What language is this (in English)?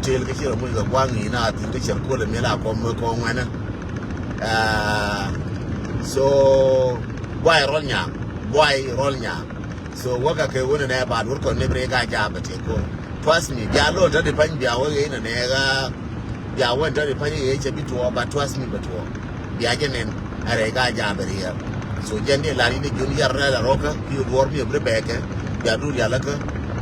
Nuer